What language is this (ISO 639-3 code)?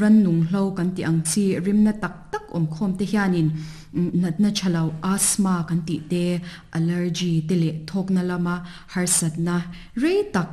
lus